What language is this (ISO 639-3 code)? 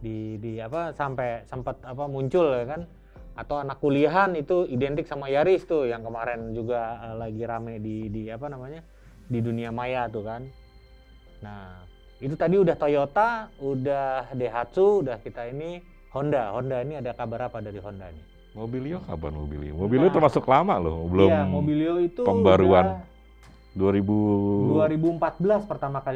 ind